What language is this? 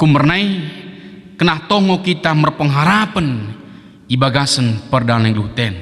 Batak Dairi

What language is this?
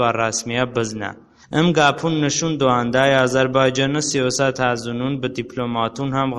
Talysh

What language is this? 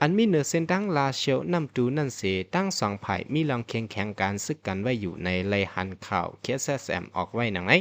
Shan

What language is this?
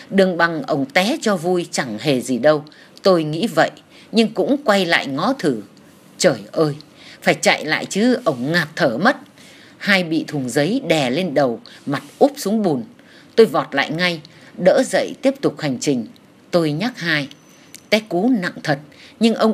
Vietnamese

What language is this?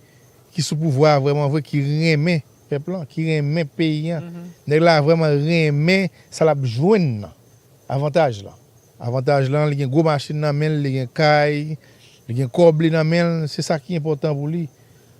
Haitian Creole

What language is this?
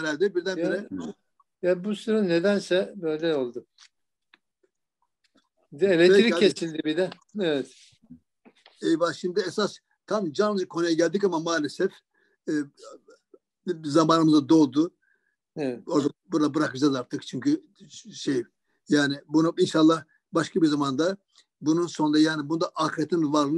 Turkish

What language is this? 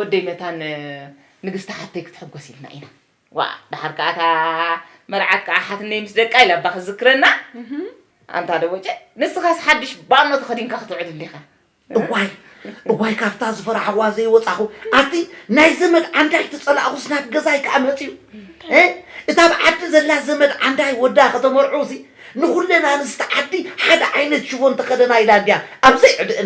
Tigrinya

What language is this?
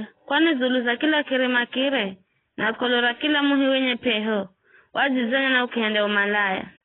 Giryama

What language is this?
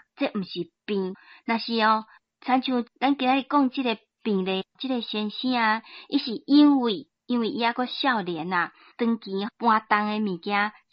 Min Nan Chinese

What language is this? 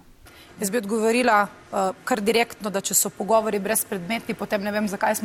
Slovenian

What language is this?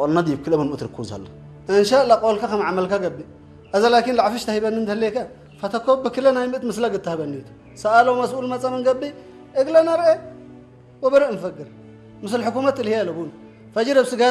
Tigrinya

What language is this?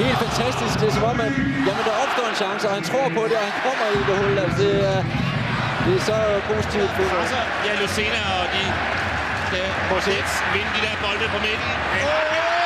Danish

